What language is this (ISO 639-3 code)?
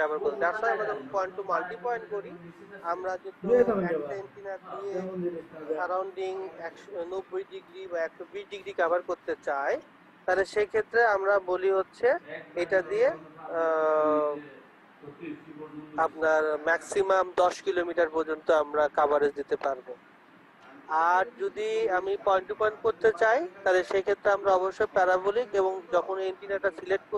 ben